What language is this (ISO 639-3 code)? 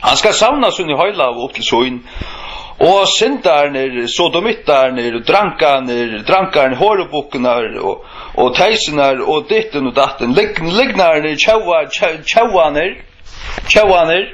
fao